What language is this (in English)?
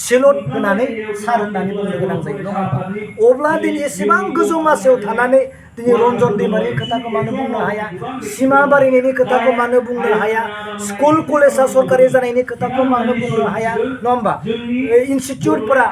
Bodo